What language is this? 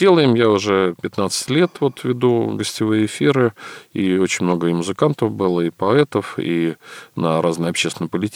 Russian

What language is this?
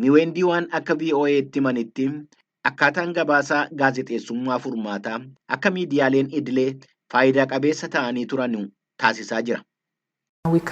Oromo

